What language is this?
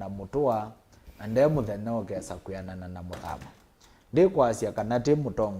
Kamba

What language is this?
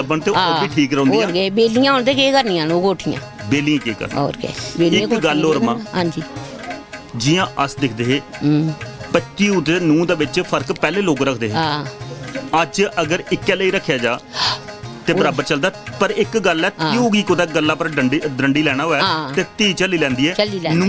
Dogri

